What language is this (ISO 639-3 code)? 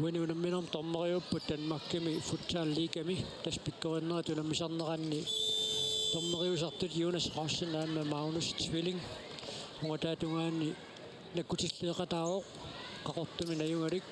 kal